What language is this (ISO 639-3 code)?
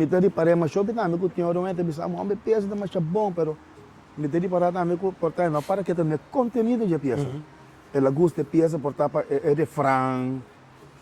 pap